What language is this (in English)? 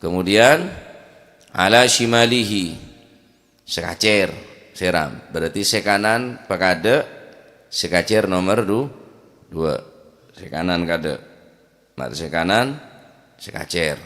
Madurese